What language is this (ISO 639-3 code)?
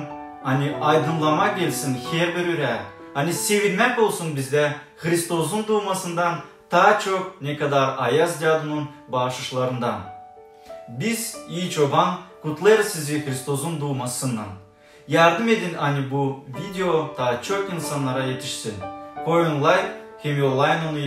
gag